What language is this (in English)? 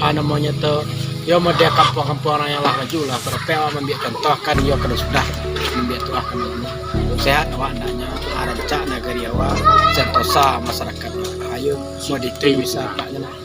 Minangkabau